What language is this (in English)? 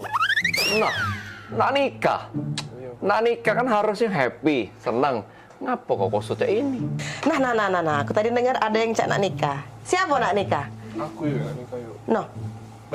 Musi